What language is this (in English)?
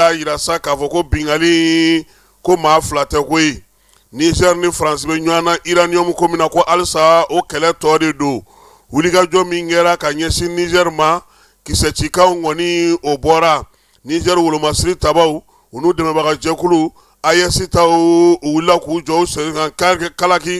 Bambara